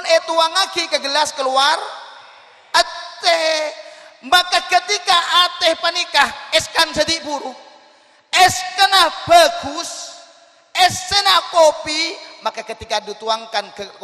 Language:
Madurese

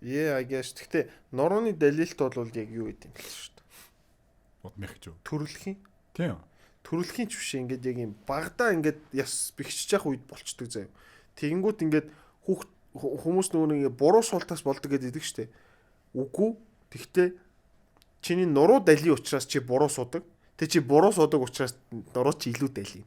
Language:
Mongolian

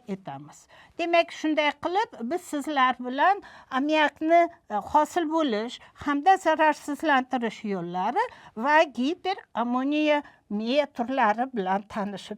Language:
Uzbek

